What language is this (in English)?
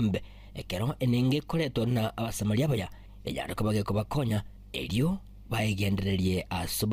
Gusii